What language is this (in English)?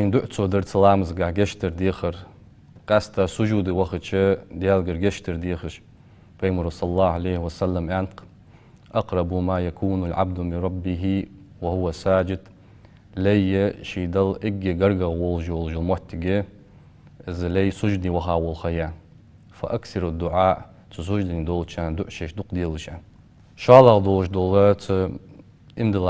Ingush